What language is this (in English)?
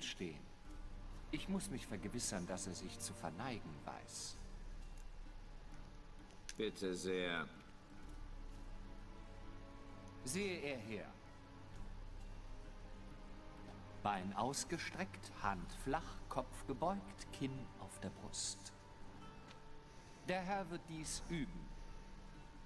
German